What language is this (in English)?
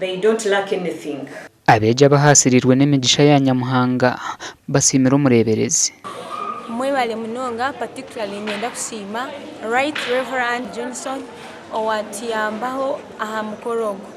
Nyankole